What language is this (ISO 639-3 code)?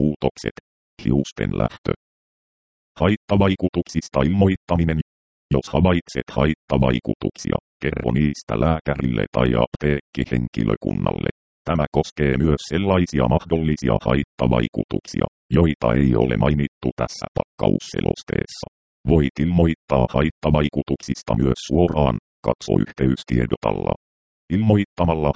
fin